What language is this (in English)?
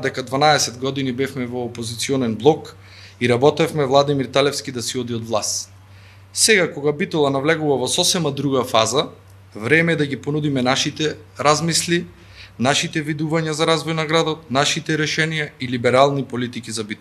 Macedonian